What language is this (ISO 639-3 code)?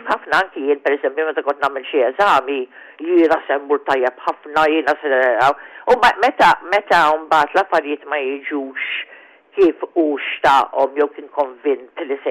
mlt